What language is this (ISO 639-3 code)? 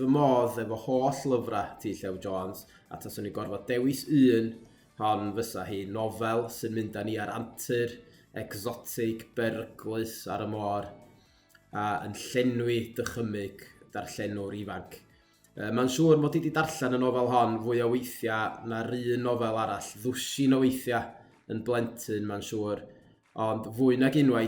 cym